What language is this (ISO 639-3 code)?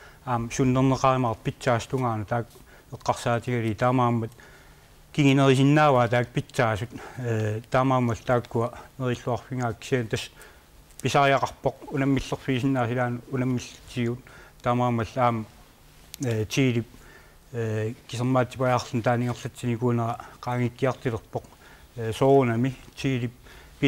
kal